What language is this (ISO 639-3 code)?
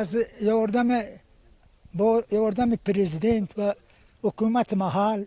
tgk